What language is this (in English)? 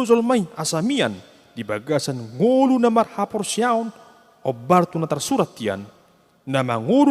Batak Toba